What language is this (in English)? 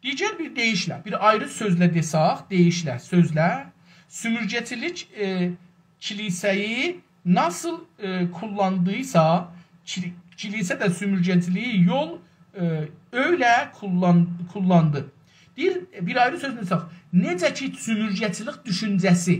South Azerbaijani